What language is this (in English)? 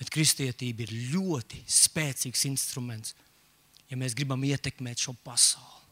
Latvian